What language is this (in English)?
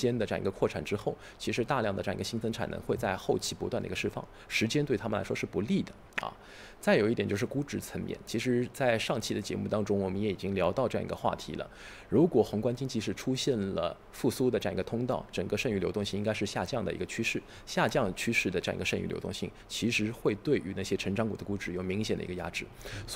Chinese